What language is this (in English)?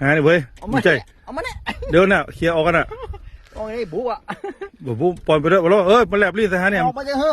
Lao